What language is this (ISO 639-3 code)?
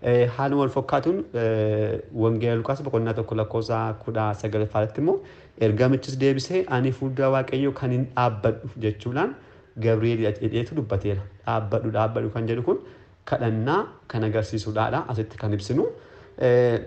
orm